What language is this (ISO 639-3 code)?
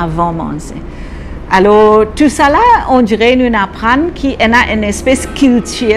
mfe